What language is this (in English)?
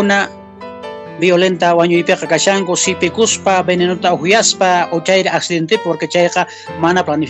Quechua